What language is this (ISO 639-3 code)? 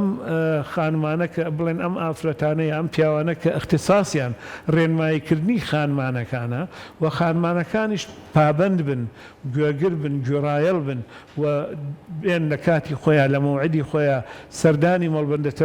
ckb